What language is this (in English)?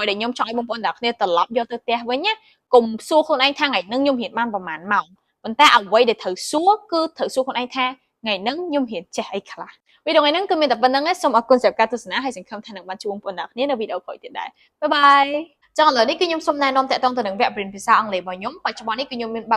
Khmer